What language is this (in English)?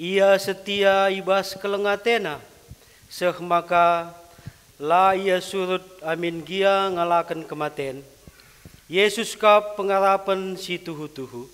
Batak Karo